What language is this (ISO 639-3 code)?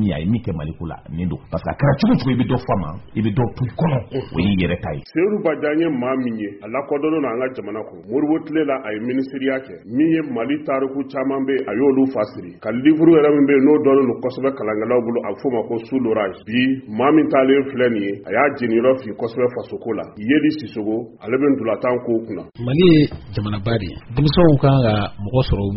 bam